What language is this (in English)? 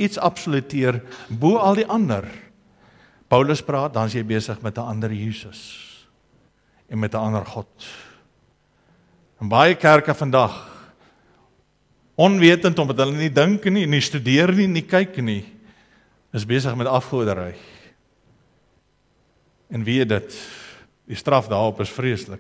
Afrikaans